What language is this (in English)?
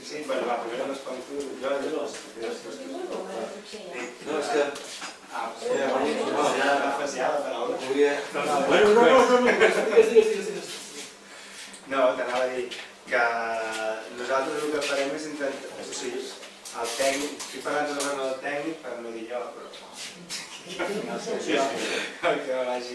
Catalan